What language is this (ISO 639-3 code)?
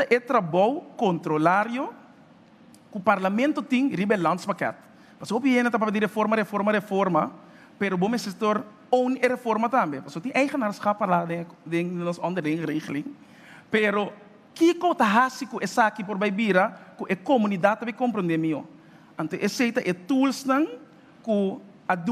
pap